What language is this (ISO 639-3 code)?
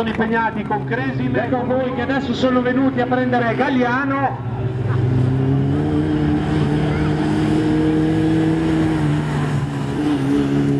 ita